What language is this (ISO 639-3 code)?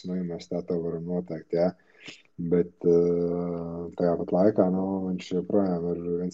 lav